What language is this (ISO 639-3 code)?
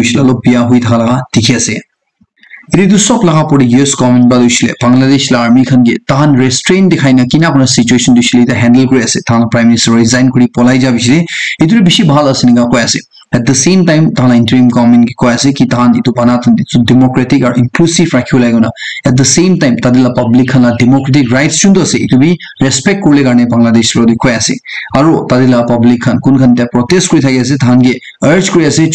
nag